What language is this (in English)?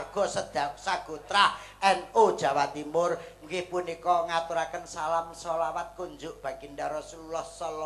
Javanese